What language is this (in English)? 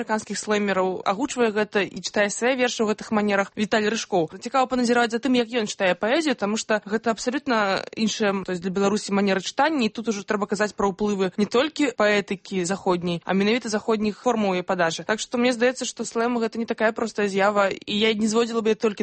Belarusian